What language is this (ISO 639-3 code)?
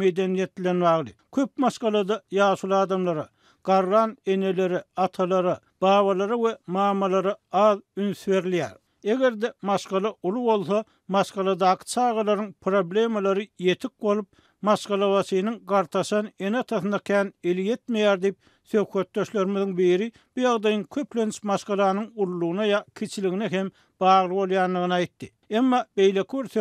tuk